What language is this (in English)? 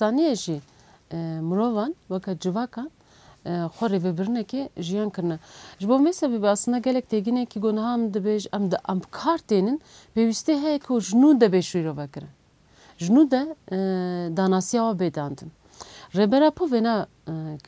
Kurdish